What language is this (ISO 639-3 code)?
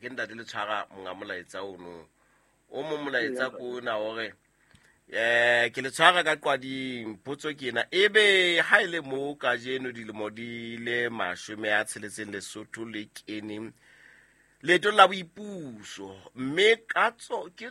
sot